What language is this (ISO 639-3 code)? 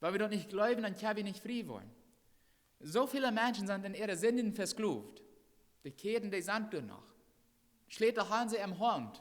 pdt